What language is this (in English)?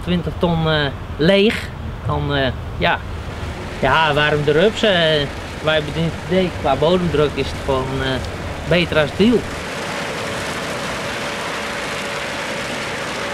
Dutch